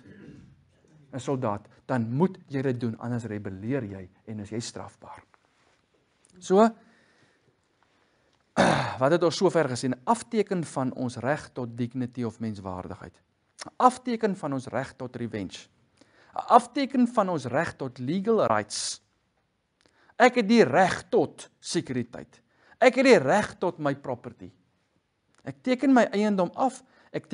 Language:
Afrikaans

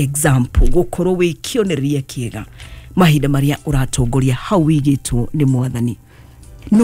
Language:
Kikuyu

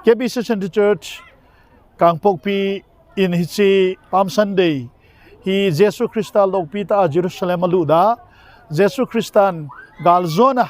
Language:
Thado Chin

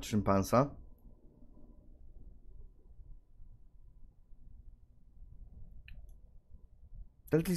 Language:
Polish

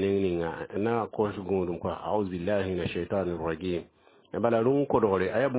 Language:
Mossi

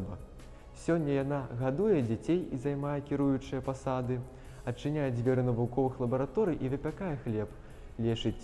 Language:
Belarusian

